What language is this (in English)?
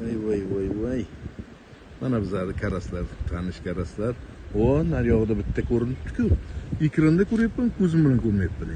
Uzbek